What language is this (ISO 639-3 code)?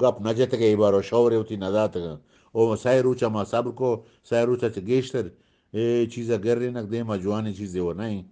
bgp